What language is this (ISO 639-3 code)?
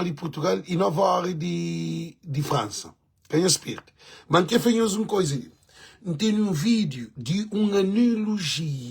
kea